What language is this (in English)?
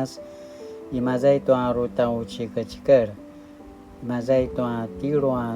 Paiwan